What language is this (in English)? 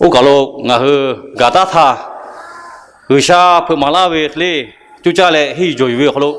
Lahu